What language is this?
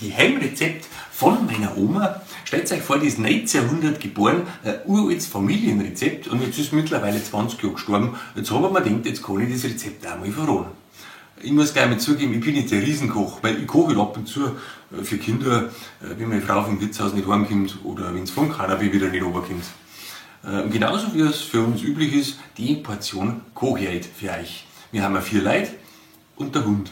Bavarian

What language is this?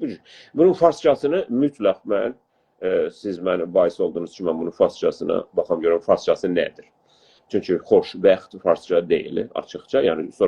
South Azerbaijani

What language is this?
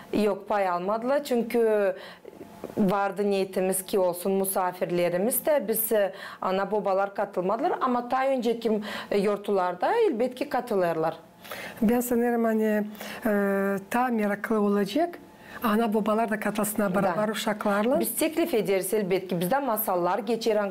Gagauz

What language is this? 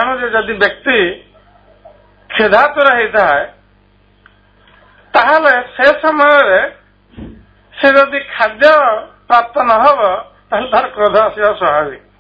Odia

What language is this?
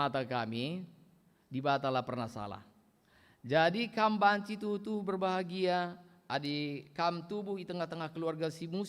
Batak Karo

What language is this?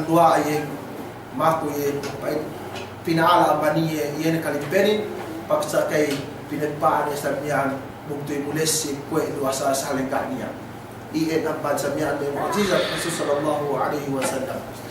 Yakan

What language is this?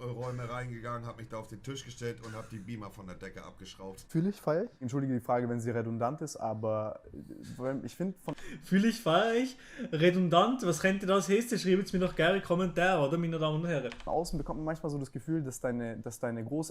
Swiss German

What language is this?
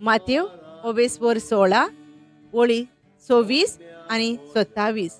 Konkani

